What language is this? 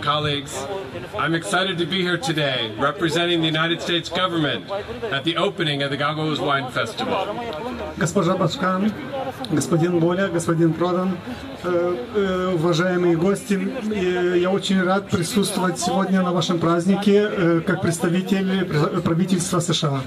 Gagauz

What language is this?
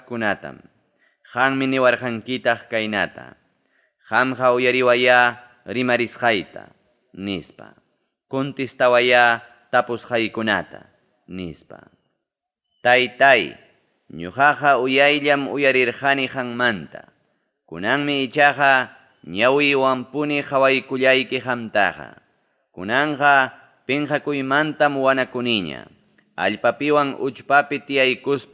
Ayacucho Quechua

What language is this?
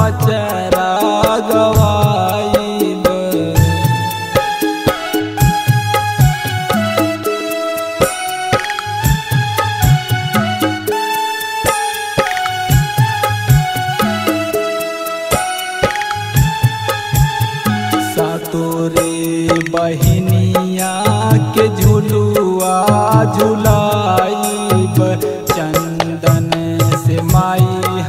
Bhojpuri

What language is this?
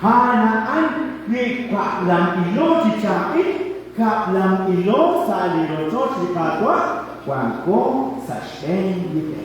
Kekchí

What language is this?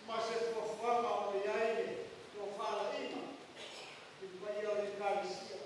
Samoan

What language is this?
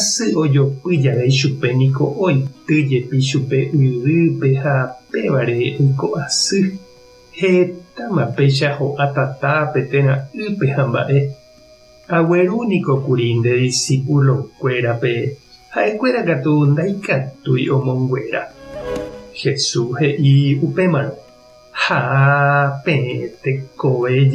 Guarani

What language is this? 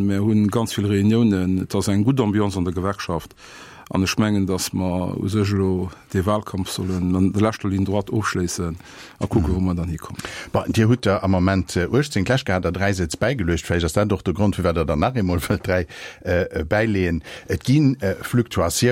Luxembourgish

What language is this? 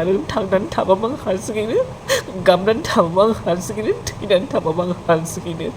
Bodo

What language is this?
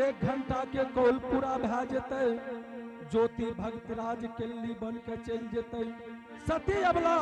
Angika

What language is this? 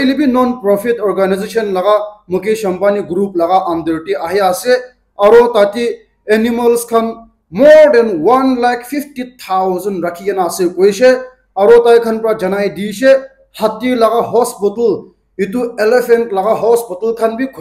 Naga Pidgin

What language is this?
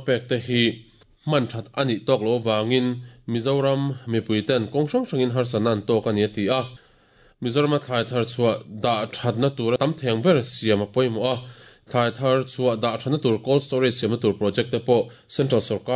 Mizo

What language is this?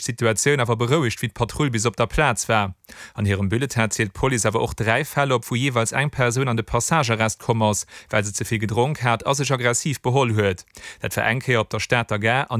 Luxembourgish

